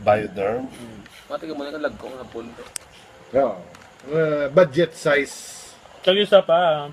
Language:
Hiligaynon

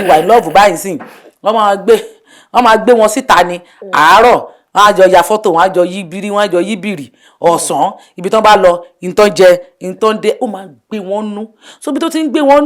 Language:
Yoruba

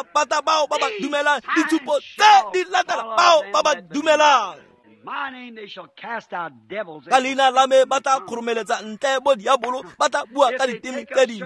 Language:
Tswana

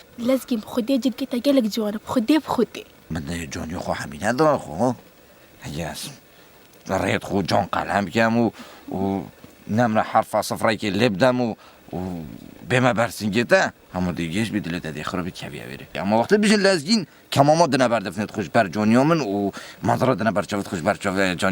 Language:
Kurdish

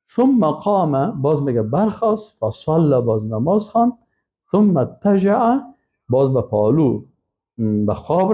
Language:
Persian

